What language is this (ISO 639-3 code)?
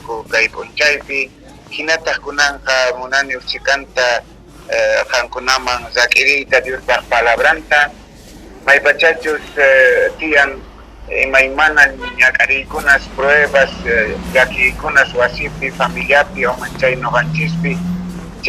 quh